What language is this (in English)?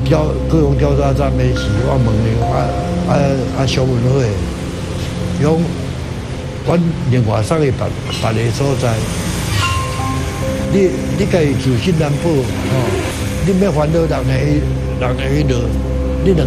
Min Nan Chinese